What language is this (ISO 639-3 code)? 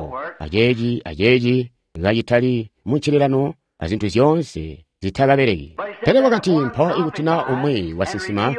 toi